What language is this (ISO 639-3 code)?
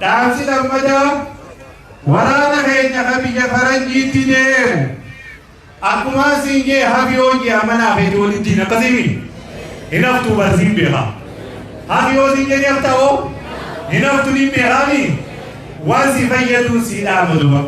orm